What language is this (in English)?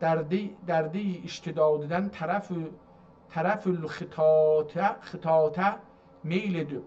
South Azerbaijani